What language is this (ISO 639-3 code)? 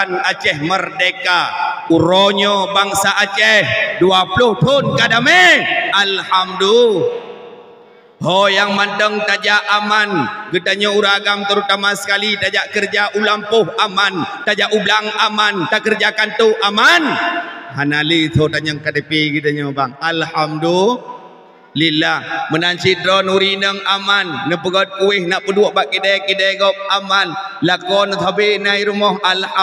ace